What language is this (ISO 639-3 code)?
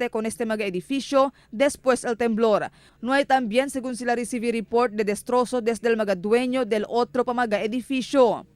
cbk